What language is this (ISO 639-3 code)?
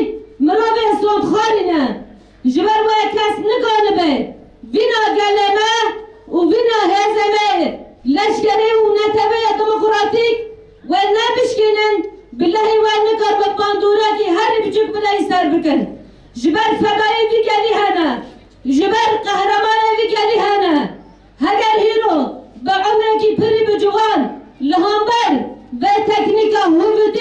kur